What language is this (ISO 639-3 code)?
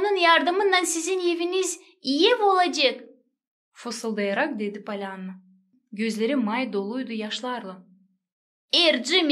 gag